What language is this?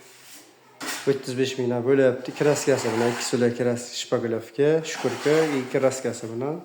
Uzbek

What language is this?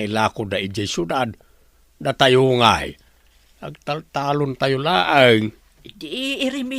Iloko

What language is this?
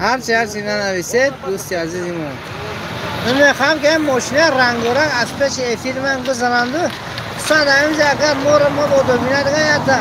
Tajik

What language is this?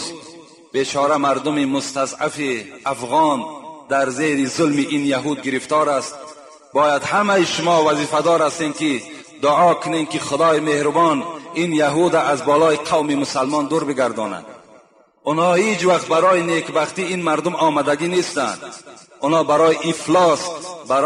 Tajik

